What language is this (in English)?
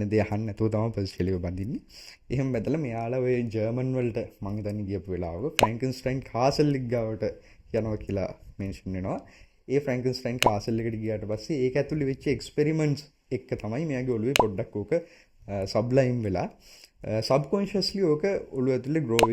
Sinhala